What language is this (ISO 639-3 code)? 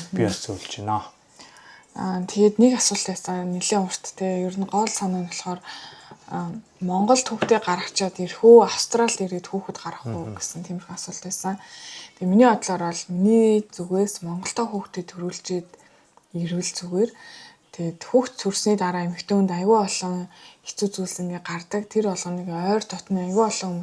mon